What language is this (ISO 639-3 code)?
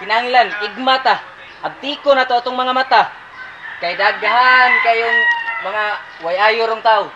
ceb